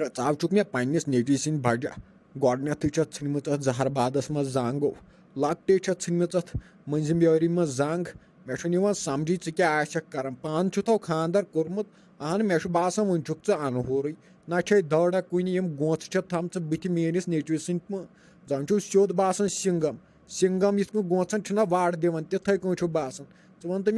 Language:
Kashmiri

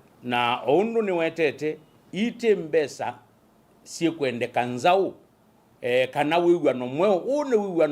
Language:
Kamba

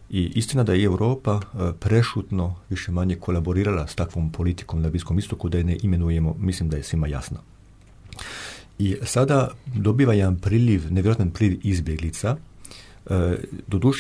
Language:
Croatian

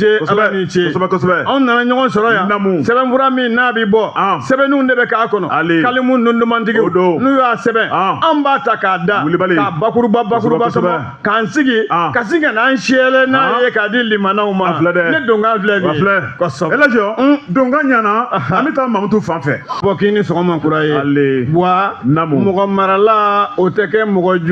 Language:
Bambara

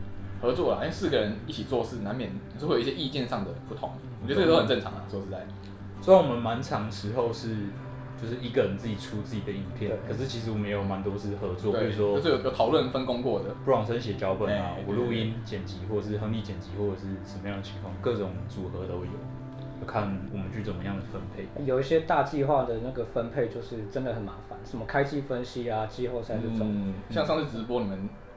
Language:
Chinese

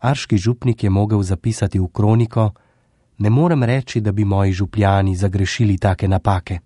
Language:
Slovenian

